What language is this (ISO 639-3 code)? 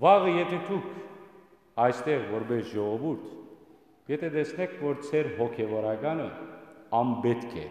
hyw